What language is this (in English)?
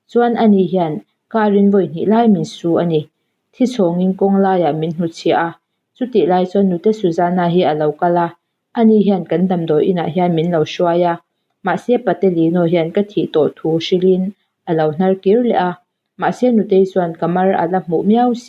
Mizo